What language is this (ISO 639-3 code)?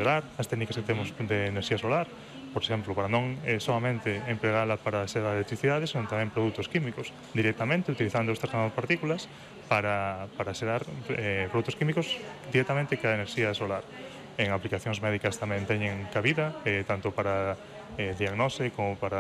glg